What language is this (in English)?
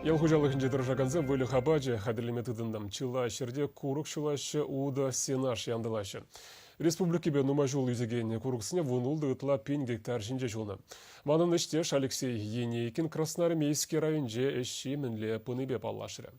Chuvash